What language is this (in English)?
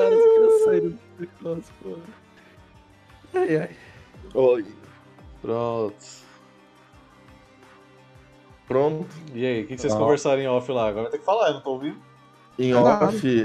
Portuguese